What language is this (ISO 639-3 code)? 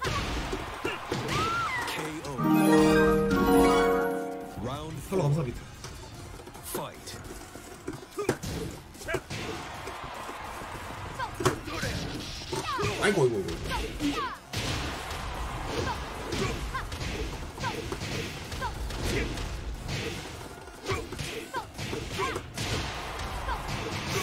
kor